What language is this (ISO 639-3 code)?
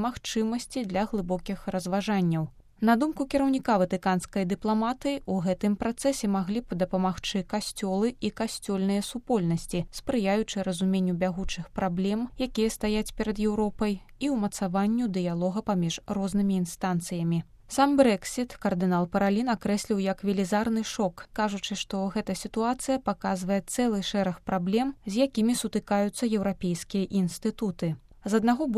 bel